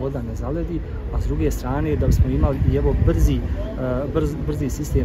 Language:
Bosnian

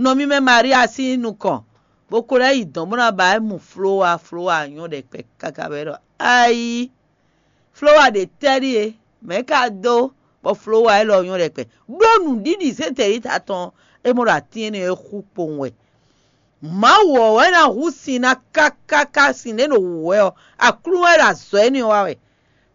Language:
Fon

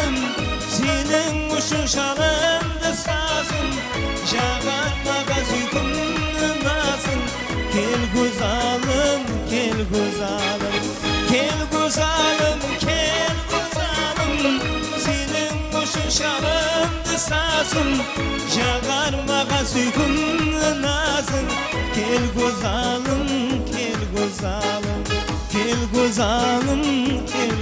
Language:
Kara-Kalpak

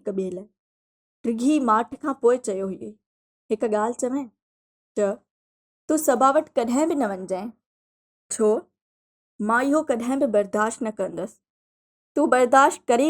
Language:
Sindhi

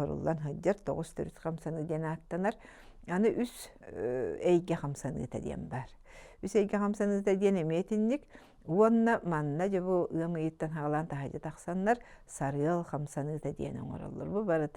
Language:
Yakut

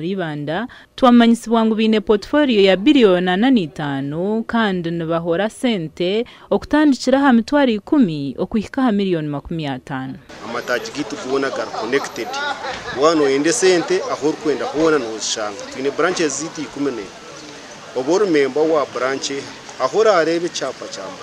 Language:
Nyankole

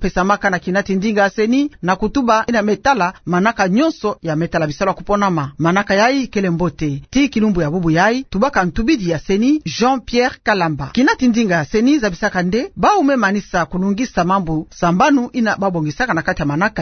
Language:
Kituba (Democratic Republic of Congo)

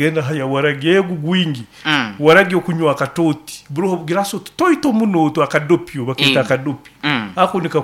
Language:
Nyoro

